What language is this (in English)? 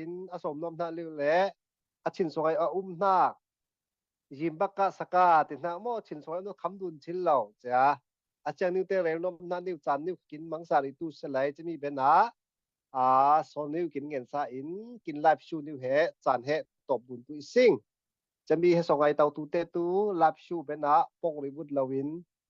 Falam Chin